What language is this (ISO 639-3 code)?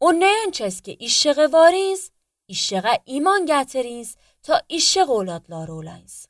aze